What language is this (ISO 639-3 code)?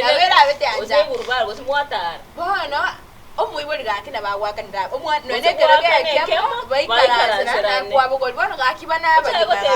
guz